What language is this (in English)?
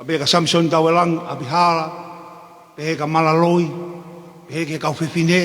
Tongan